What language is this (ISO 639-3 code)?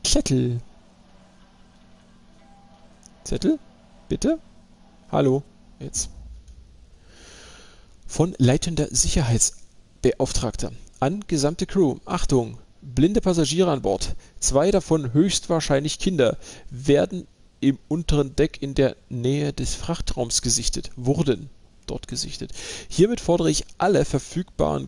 deu